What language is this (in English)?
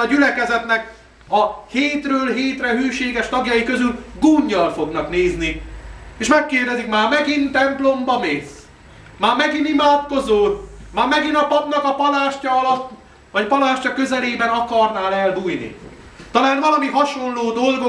Hungarian